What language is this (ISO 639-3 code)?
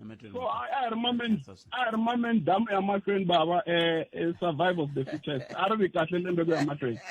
tso